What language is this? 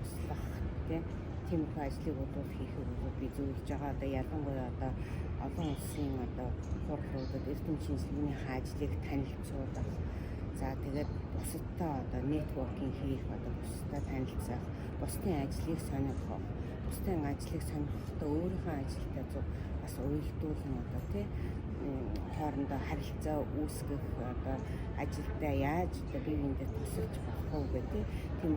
Mongolian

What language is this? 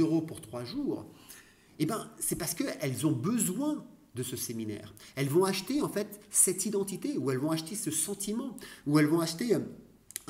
French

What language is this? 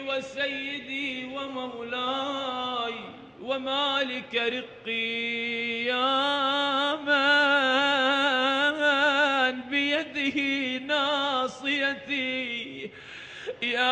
Arabic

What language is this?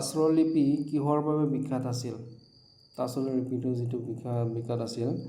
Assamese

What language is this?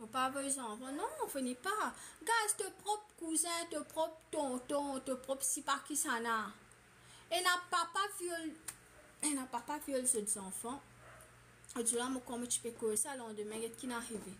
Morisyen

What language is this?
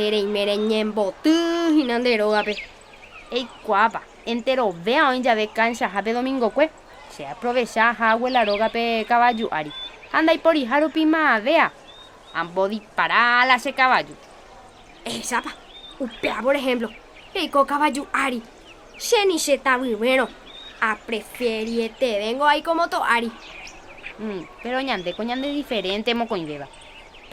Guarani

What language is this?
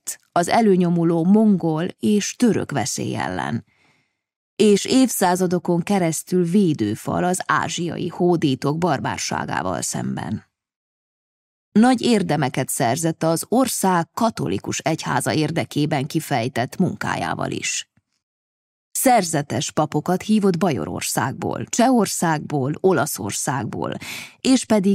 Hungarian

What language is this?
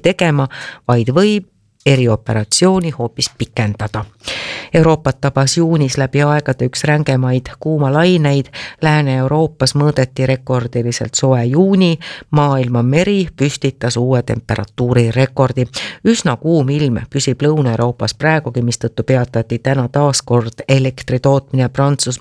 Estonian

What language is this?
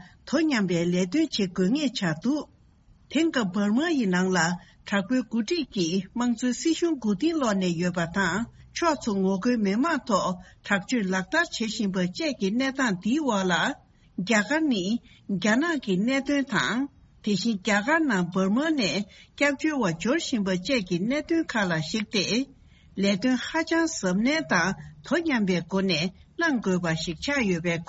Tibetan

